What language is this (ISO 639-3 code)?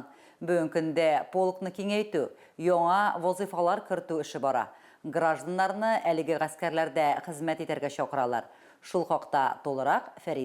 tat